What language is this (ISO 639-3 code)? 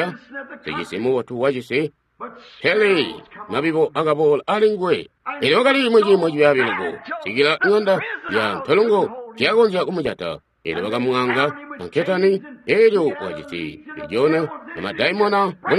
toi